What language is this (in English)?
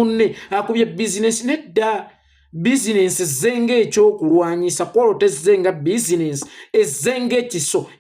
Ganda